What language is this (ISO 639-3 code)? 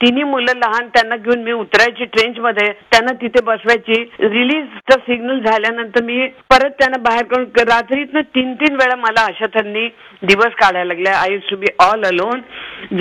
mar